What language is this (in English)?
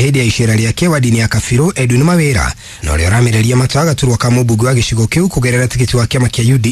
Kikuyu